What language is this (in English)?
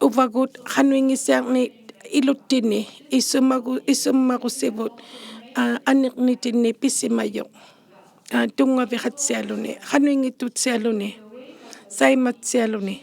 Inuktitut